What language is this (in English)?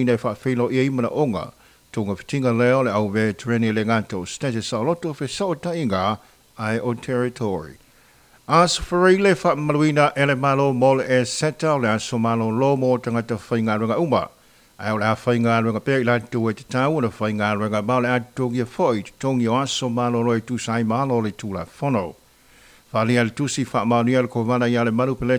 Samoan